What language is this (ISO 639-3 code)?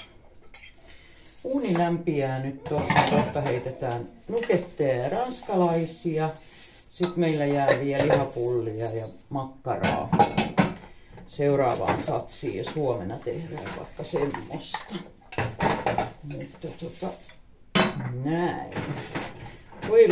fin